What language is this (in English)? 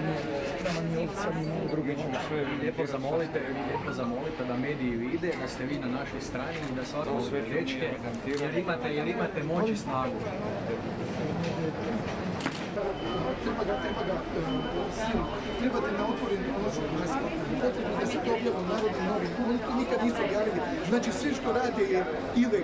Croatian